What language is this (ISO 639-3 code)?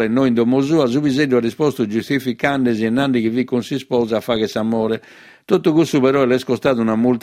srd